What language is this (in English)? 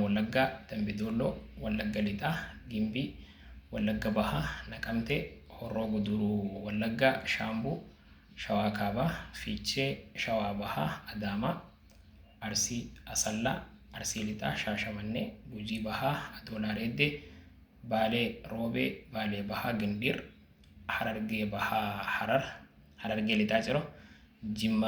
Oromo